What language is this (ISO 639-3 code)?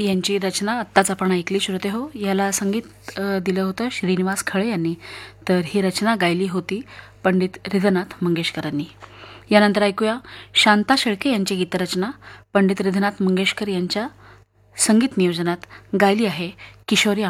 mar